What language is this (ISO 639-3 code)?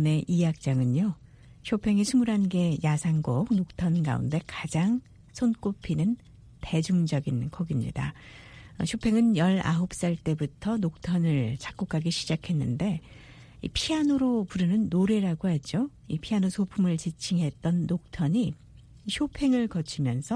kor